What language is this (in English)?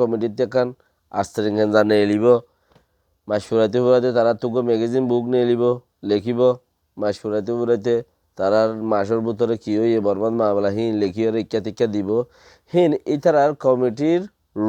Rohingya